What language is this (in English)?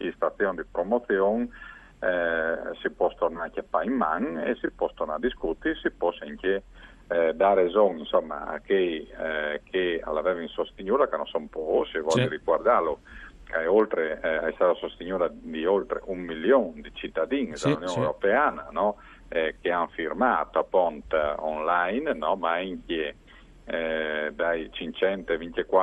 Friulian